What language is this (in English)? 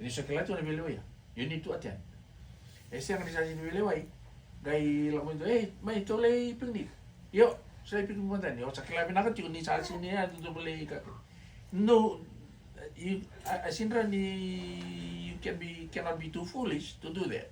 Fijian